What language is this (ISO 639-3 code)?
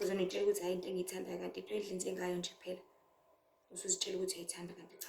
zul